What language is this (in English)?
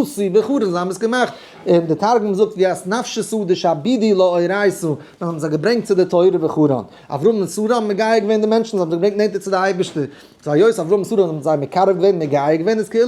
Yiddish